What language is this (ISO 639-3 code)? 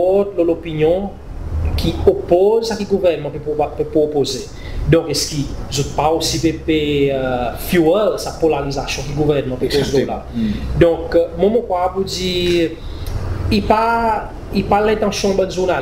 crs